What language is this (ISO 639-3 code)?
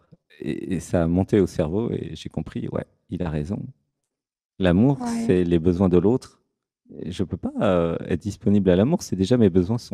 fra